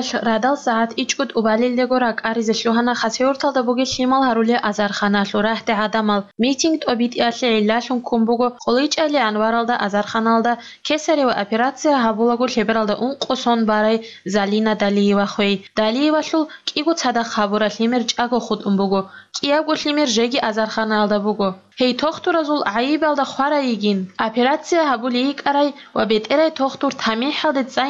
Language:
Avaric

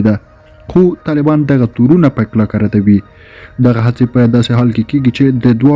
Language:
Pashto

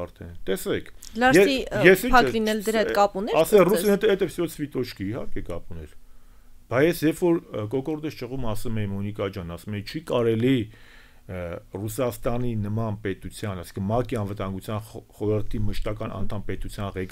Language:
Armenian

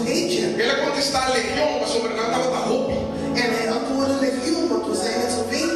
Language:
Papiamento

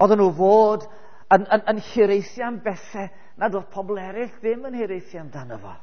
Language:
Welsh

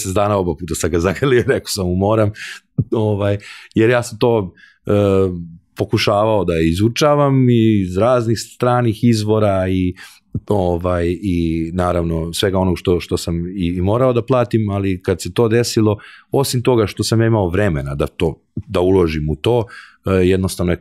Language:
Serbian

